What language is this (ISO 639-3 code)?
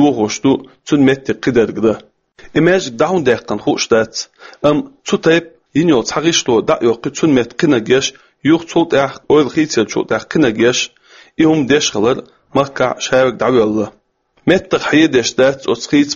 che